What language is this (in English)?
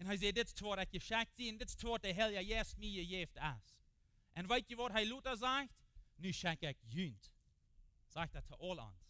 Plautdietsch